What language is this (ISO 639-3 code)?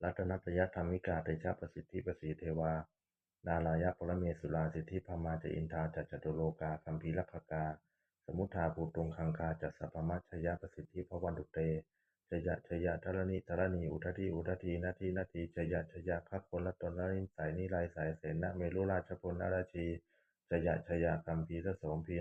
pli